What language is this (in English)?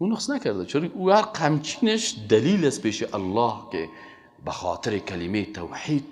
Persian